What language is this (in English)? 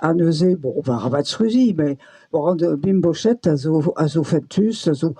Breton